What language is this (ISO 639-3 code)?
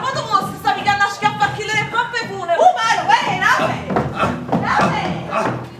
nap